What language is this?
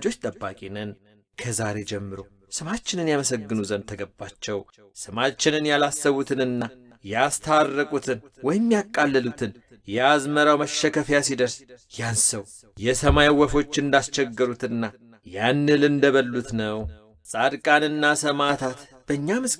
Amharic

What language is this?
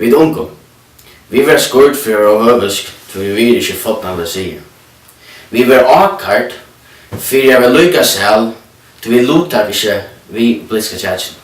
Faroese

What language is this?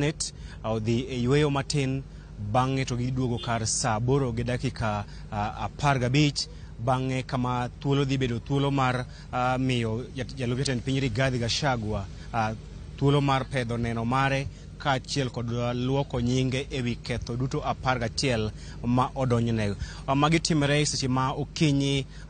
Luo (Kenya and Tanzania)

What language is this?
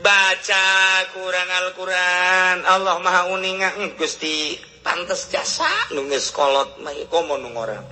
Sundanese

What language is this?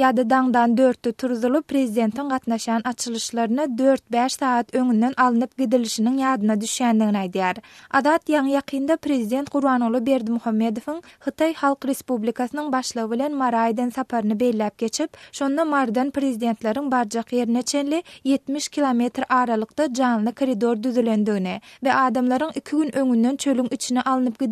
Turkmen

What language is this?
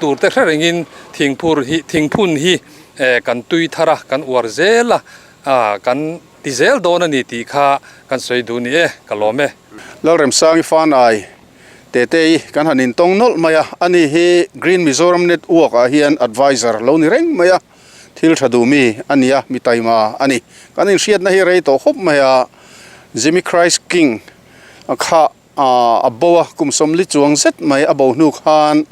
Mizo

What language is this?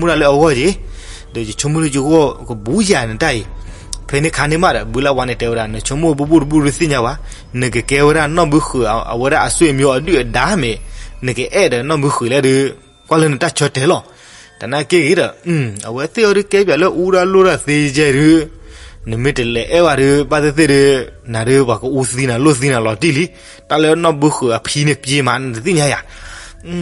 S'gaw Karen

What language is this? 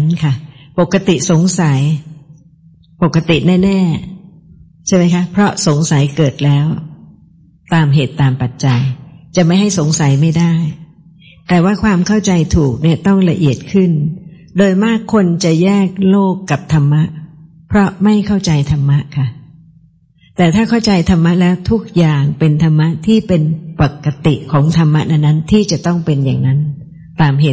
Thai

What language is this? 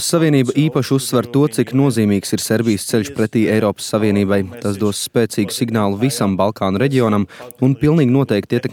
Latvian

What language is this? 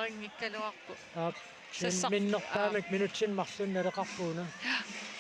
Kalaallisut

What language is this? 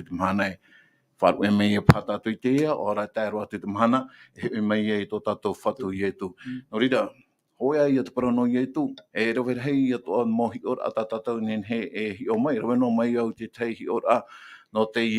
Tahitian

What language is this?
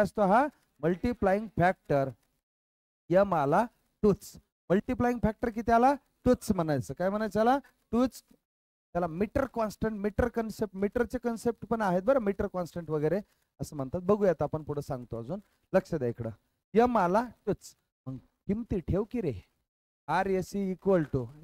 Marathi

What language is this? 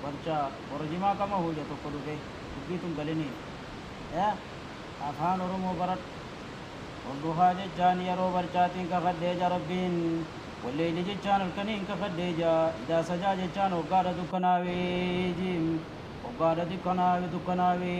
Oromo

